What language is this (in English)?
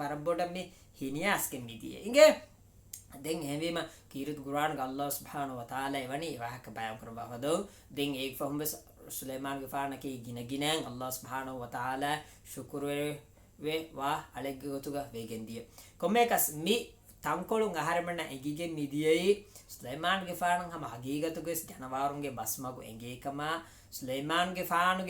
Divehi